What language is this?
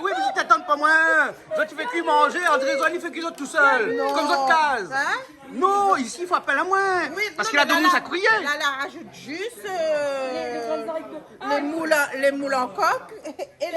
Réunion Creole French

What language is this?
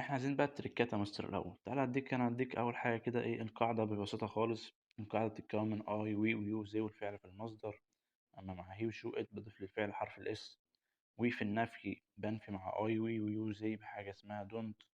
Egyptian Arabic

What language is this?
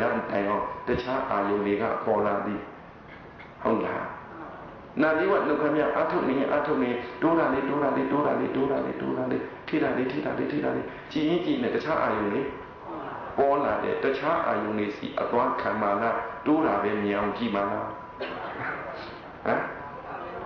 Burmese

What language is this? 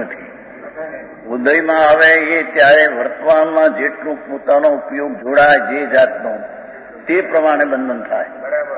Gujarati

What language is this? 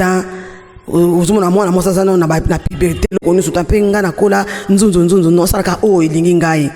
Lingala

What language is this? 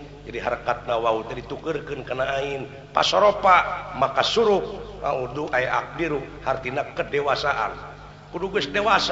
Sundanese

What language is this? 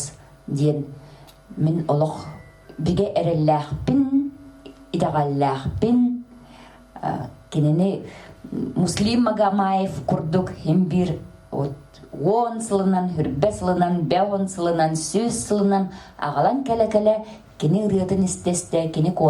Yakut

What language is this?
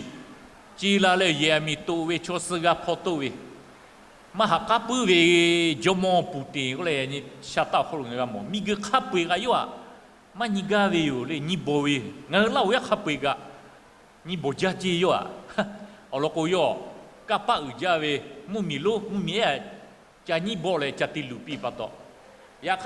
Lahu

